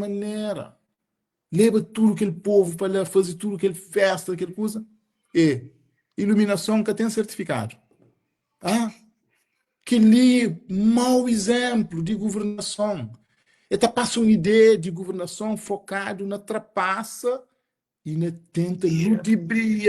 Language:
Kabuverdianu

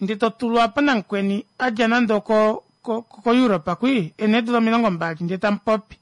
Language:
Kuanyama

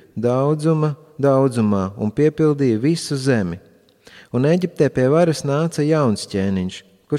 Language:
Latvian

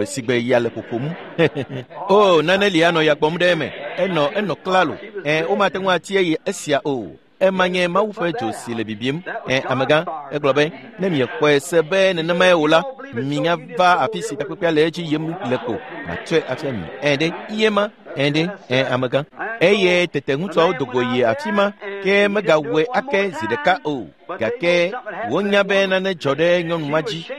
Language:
Ewe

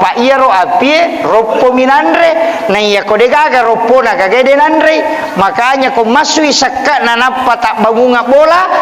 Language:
Buginese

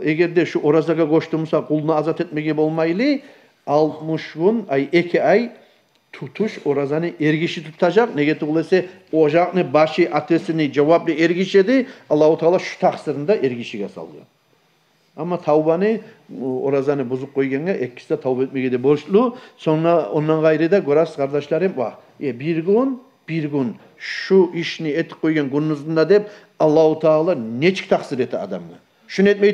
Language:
Kumyk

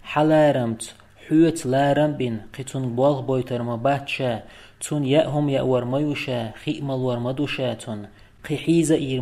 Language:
Chechen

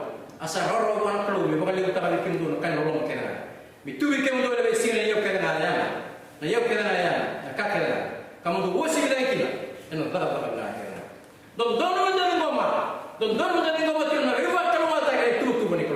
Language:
Fijian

